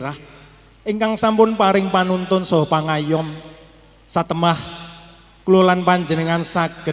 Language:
Javanese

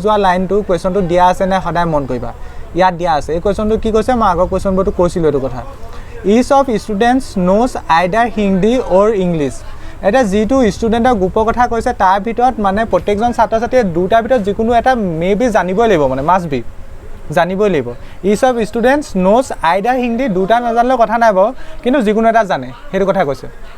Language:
Assamese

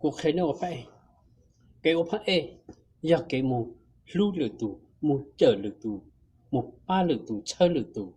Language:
Hmong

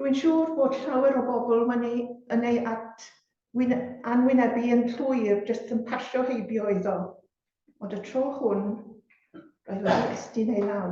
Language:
Welsh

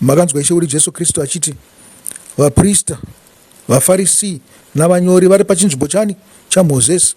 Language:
Shona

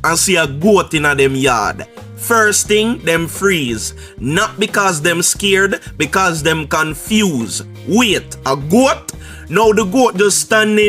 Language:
Jamaican Creole English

